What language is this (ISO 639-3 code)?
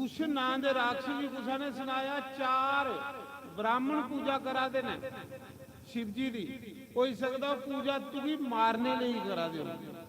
doi